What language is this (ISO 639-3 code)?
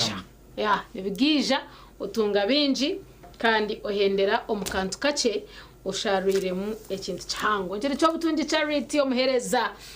nyn